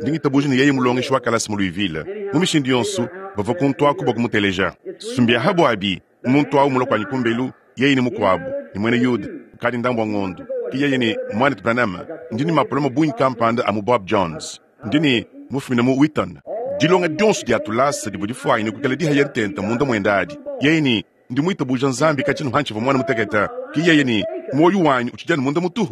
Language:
Luba-Lulua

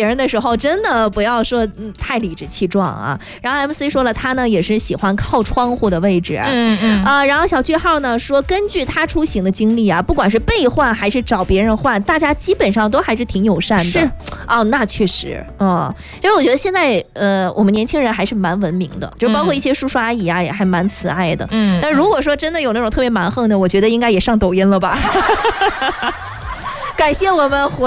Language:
Chinese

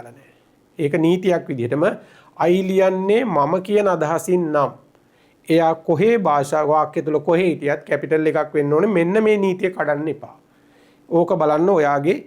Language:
Sinhala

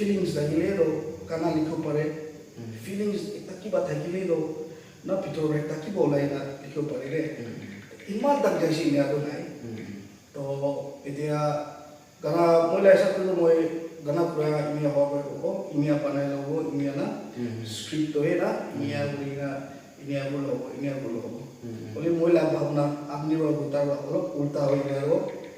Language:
Naga Pidgin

